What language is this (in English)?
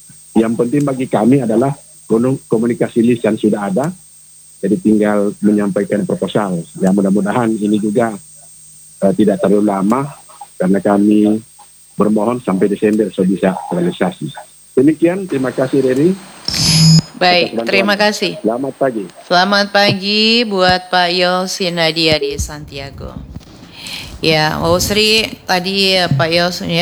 Indonesian